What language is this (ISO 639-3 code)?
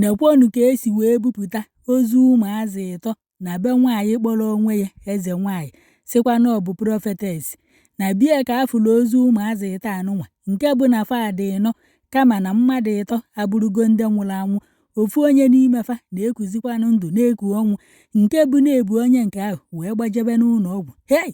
ibo